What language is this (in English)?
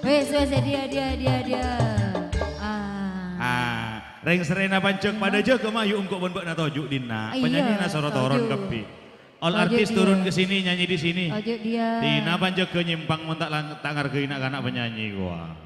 Madurese